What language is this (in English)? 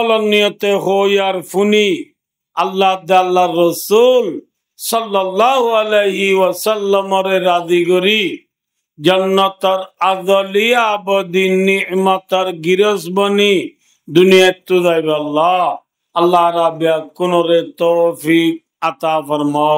Rohingya